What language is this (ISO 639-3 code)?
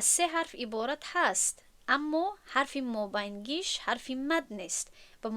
tgk